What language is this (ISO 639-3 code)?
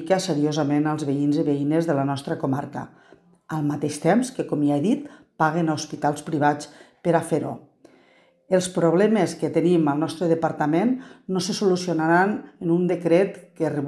cat